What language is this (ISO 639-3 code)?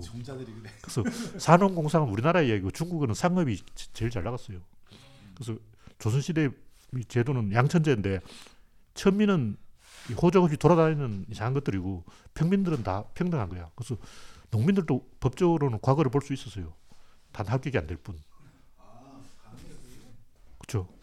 kor